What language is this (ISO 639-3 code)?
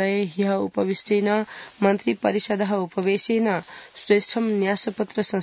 san